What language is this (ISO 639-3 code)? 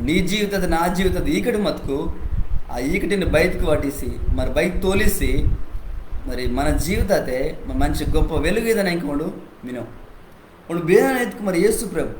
kff